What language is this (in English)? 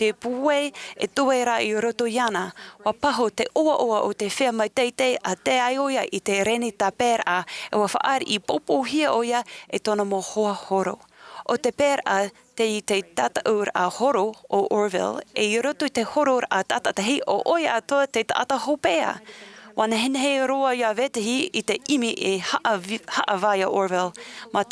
Tahitian